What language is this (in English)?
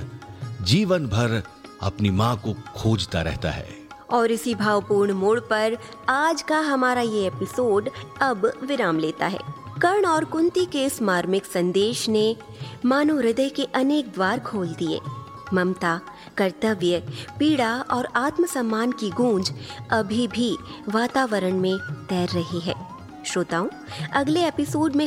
Hindi